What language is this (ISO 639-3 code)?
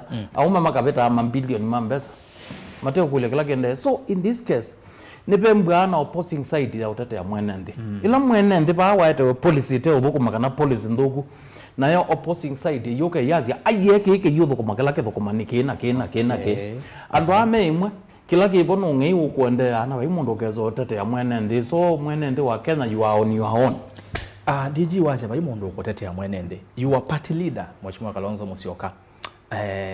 kam